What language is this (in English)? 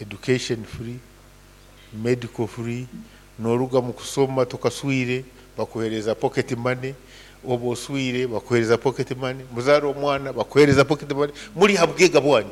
Nyoro